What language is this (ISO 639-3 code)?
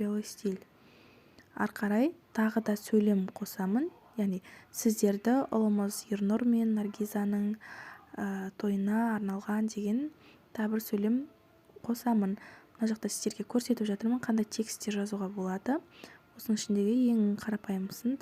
kaz